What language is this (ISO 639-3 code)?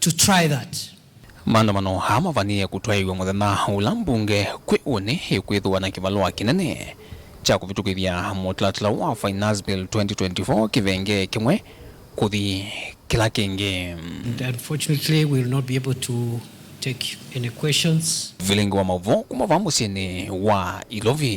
kam